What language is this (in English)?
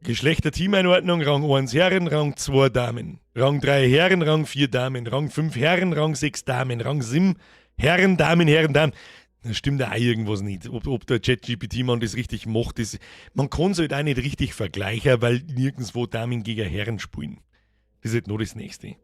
Bavarian